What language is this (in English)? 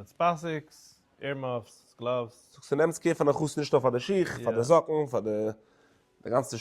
Yiddish